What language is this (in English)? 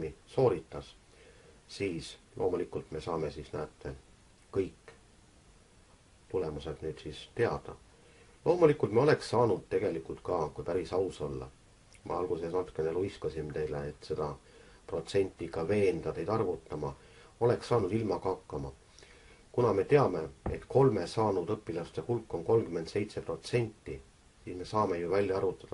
Estonian